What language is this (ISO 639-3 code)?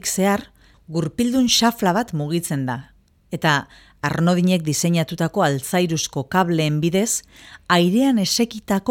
eus